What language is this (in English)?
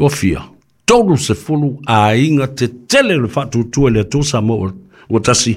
Samoan